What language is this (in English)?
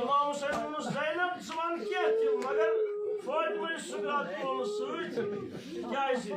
Kashmiri